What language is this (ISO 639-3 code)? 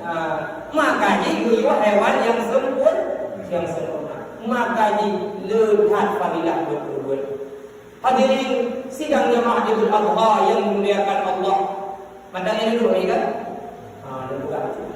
ace